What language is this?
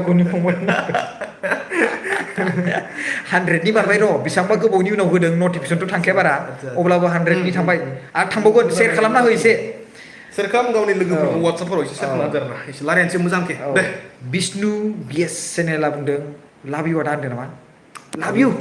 Bodo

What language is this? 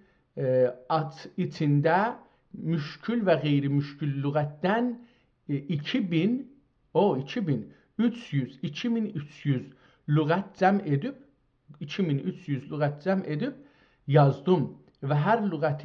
South Azerbaijani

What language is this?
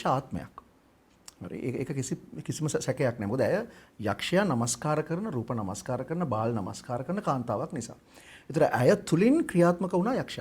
Sinhala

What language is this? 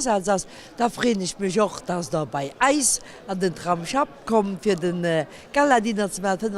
Luxembourgish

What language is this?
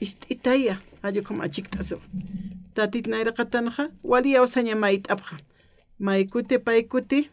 Aymara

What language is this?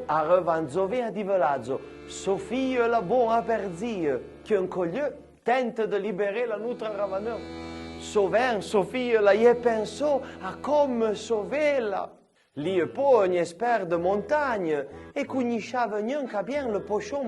Arpitan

